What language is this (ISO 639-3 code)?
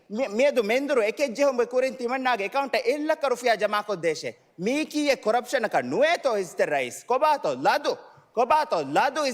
div